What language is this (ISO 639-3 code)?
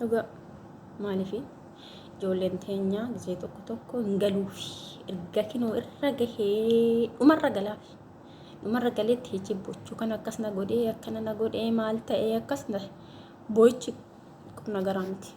orm